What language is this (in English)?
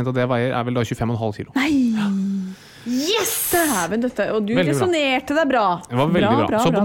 Norwegian